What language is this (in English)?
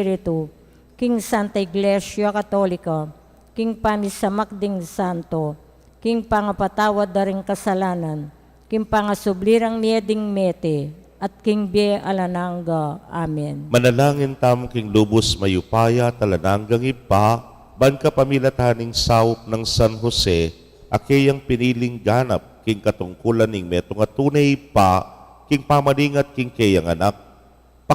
Pampanga